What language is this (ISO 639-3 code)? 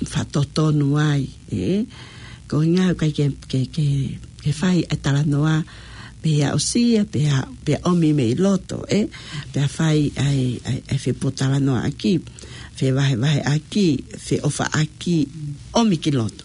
ton